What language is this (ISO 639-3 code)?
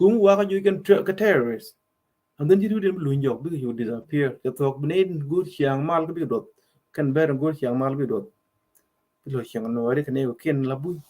nus